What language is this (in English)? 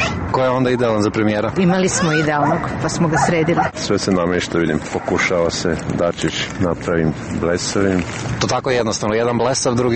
Serbian